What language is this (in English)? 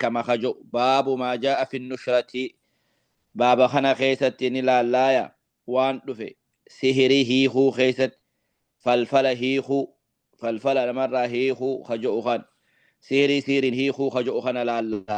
Oromo